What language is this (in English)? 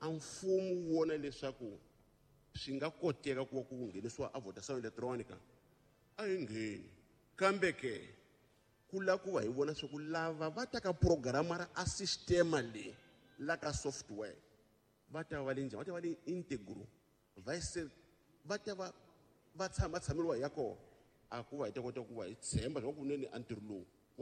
Tsonga